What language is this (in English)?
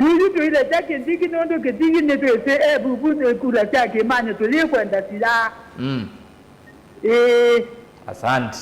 Kamba